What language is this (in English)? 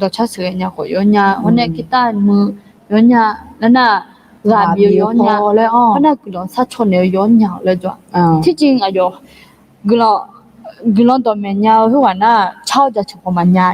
Akha